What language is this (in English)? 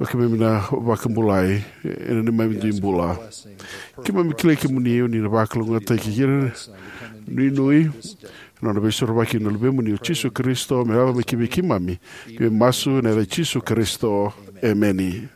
Fijian